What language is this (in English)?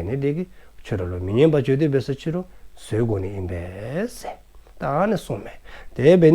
Dzongkha